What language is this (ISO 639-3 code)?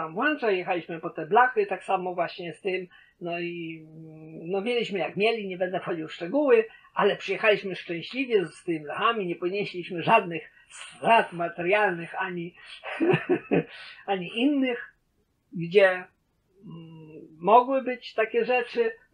pol